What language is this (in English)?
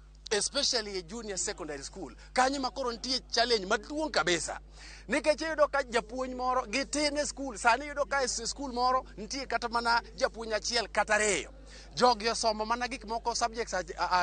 Luo (Kenya and Tanzania)